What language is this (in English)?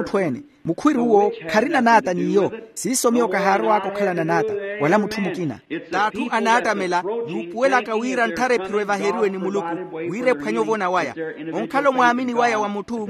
Makhuwa